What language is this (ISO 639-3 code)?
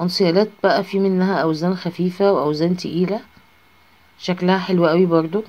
arz